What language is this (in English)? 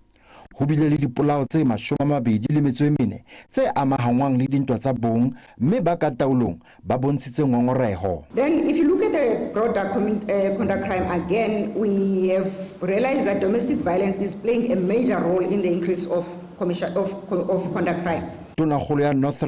Northern Sotho